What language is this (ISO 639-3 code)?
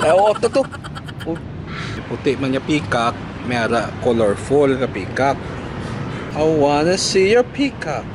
hil